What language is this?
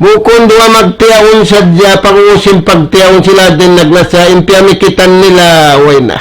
Tausug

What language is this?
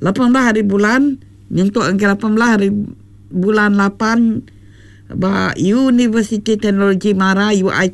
Iban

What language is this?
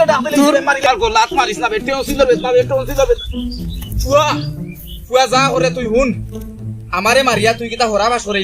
Sylheti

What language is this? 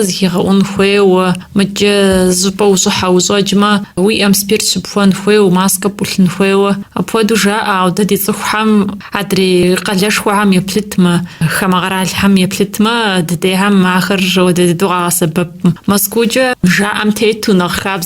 Kabardian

